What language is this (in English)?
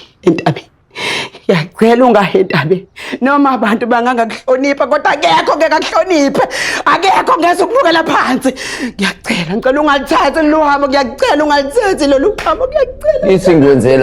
Zulu